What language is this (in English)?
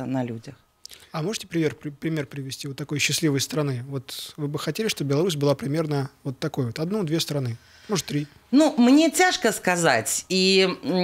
Belarusian